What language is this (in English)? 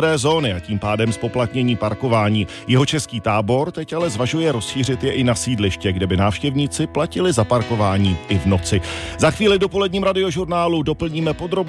Czech